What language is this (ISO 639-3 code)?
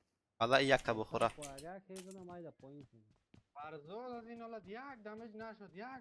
fas